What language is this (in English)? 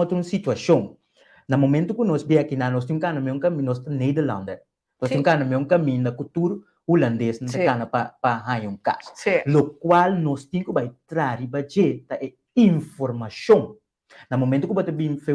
Papiamento